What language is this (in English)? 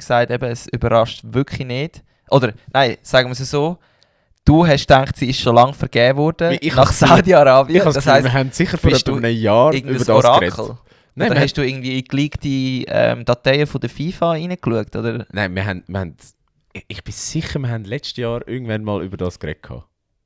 Swiss German